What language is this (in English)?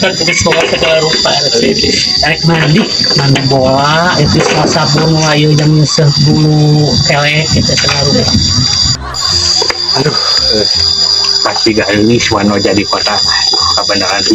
Sundanese